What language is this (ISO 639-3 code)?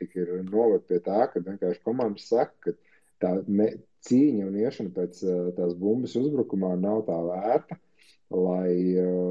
lav